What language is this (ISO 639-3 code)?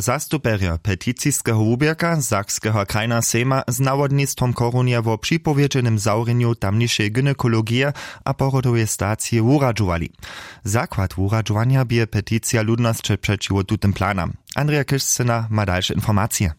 hsb